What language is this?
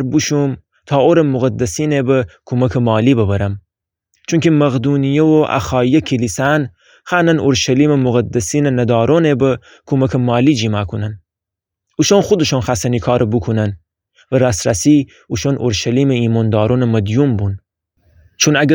Gilaki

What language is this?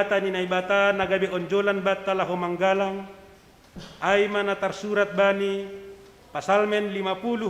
Batak Simalungun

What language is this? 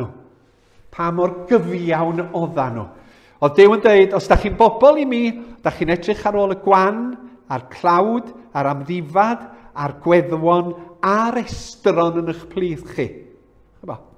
Welsh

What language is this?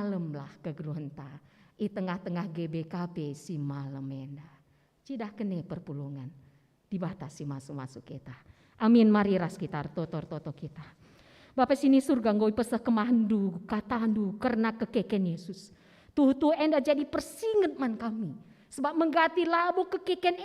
Batak Karo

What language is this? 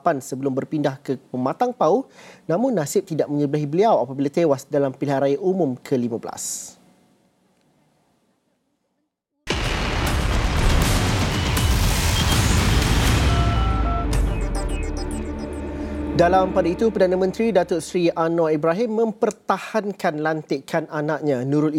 Malay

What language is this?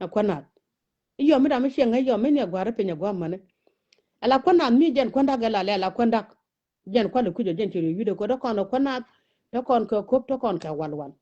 Nuer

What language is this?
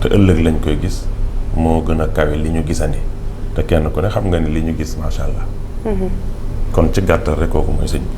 Wolof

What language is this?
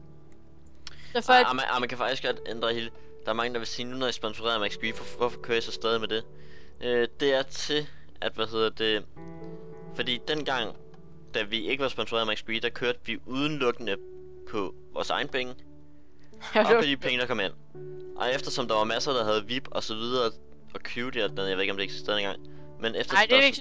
Danish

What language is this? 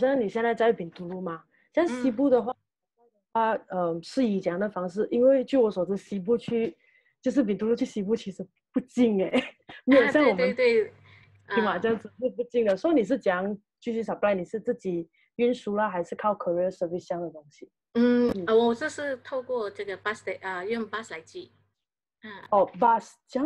Chinese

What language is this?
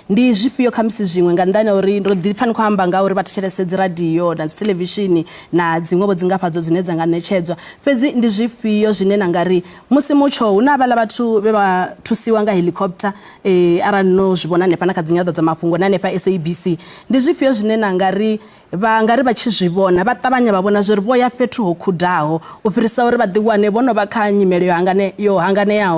Venda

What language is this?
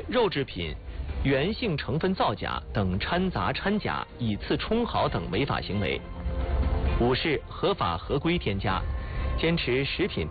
Chinese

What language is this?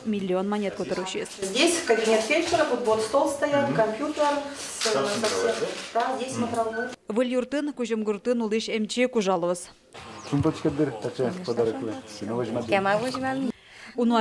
Udmurt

